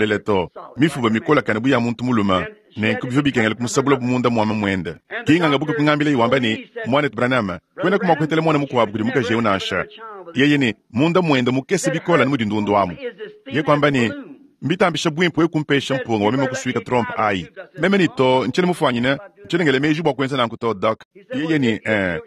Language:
Luba-Lulua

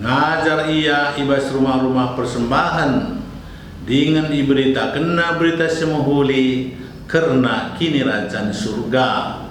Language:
Batak Karo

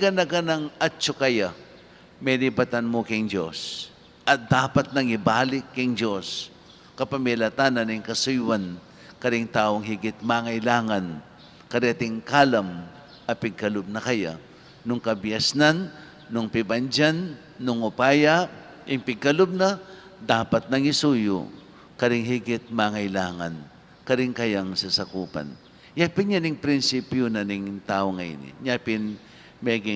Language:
Pampanga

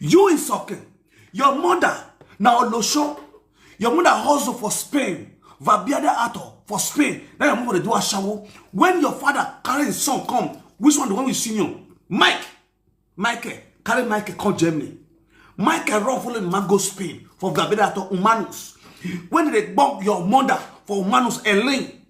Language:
Nigerian Pidgin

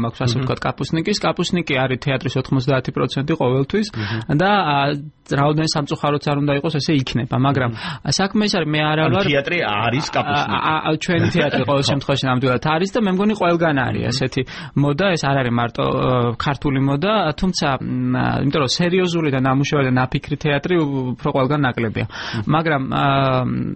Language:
Georgian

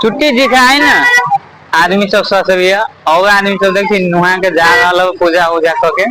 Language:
Maithili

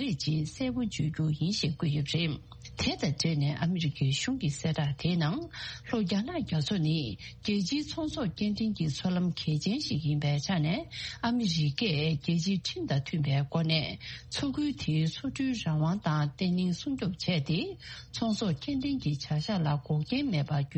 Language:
Tibetan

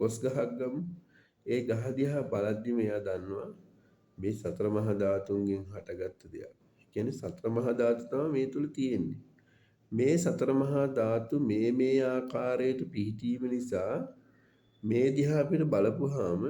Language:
Sinhala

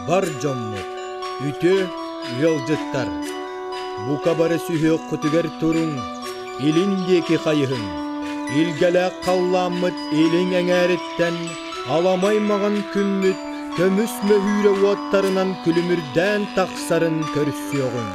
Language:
Yakut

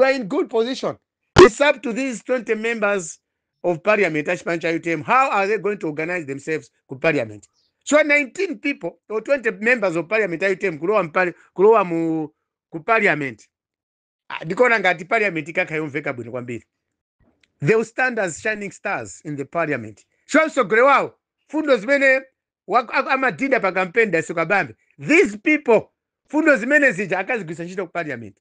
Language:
Nyanja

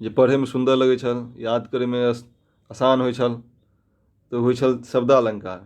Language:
Maithili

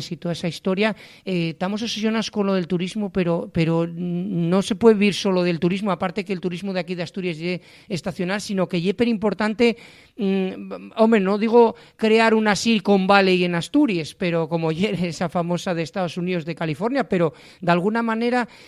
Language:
Asturian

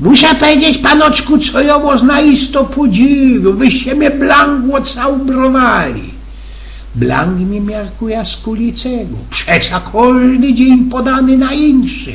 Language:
Silesian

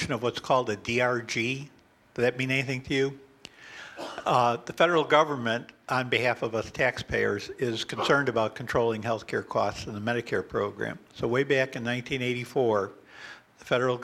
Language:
English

